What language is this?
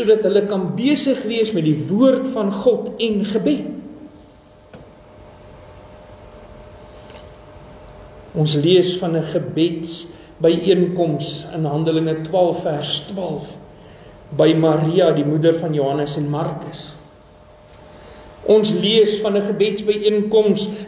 Afrikaans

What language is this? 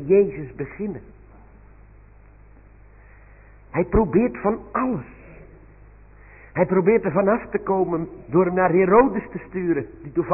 Dutch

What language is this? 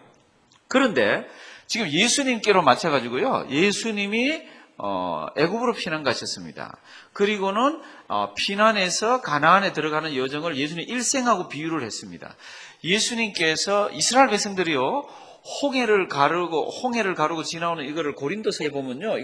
Korean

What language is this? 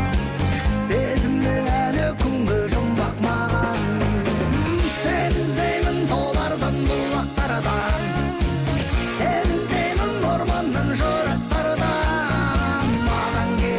Kazakh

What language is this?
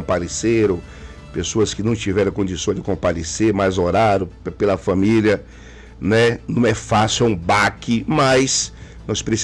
Portuguese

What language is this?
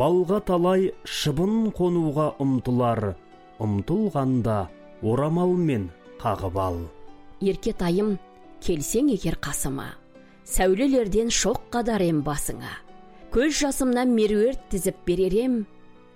Kazakh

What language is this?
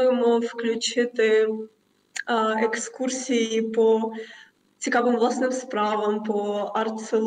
Ukrainian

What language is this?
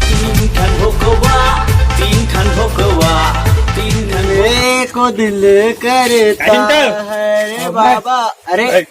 Chhattisgarhi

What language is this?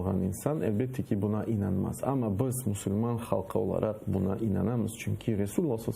Crimean Tatar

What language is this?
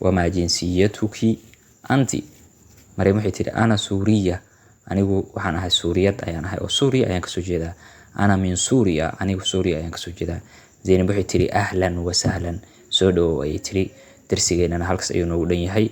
Somali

